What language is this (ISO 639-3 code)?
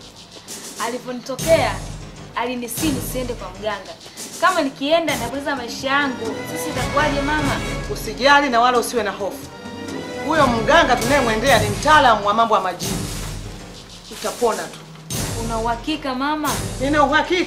swa